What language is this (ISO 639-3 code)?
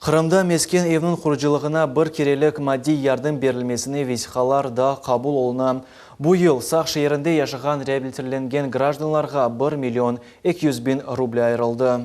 crh